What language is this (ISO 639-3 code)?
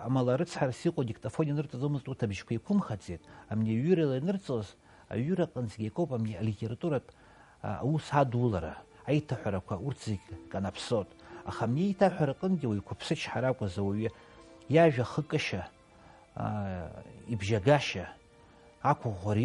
abk